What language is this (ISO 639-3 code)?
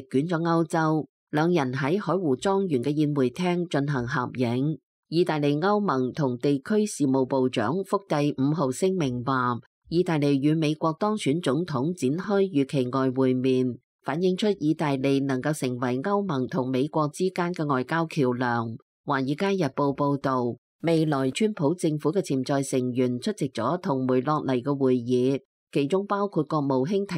yue